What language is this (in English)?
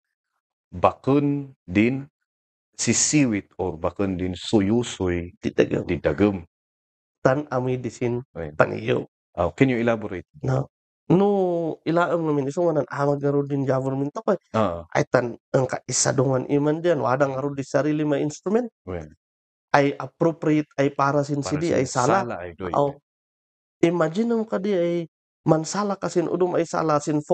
Kankanaey